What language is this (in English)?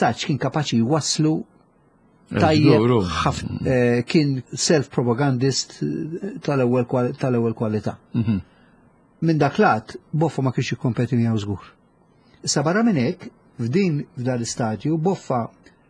Maltese